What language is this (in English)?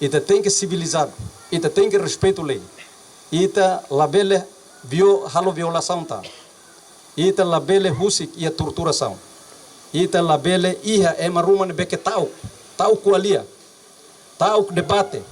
Tetum